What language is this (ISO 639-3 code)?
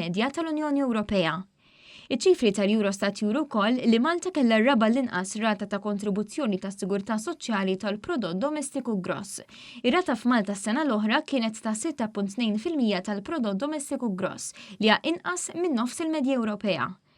mlt